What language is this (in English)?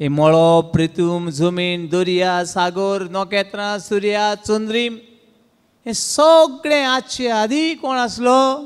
Konkani